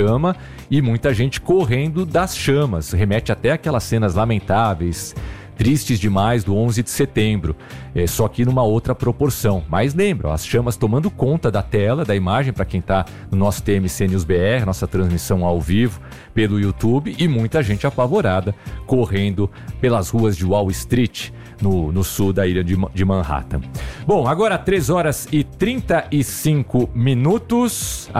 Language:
Portuguese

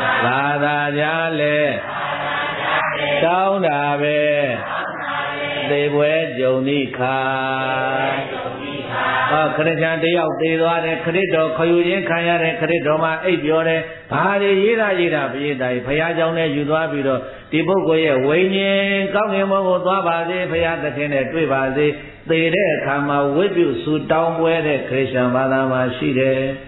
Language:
Burmese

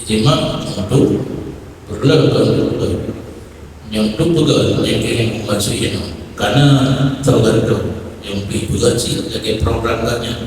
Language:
Achinese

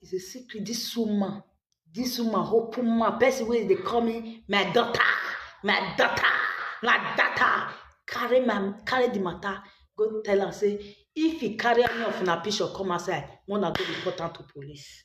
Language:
Nigerian Pidgin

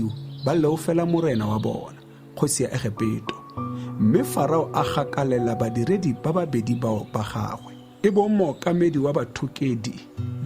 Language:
Tswana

